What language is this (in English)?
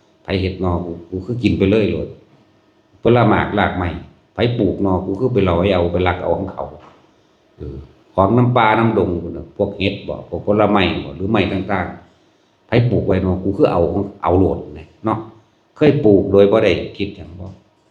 Northeastern Thai